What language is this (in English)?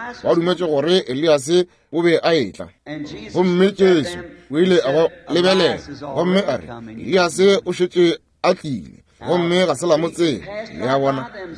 Northern Sotho